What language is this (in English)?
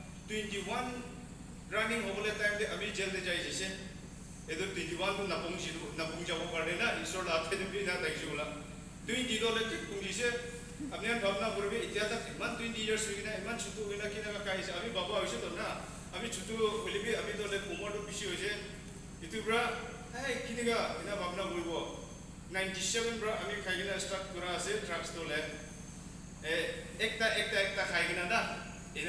Naga Pidgin